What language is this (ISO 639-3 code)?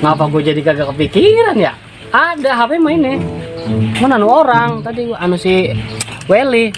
bew